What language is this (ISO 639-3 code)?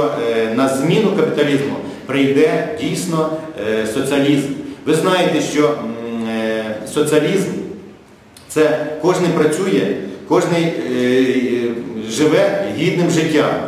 ukr